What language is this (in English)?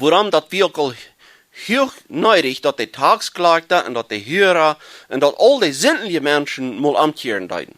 Plautdietsch